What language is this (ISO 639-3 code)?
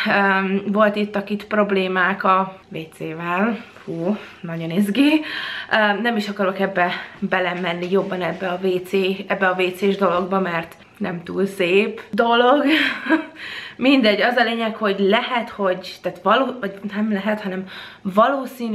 hun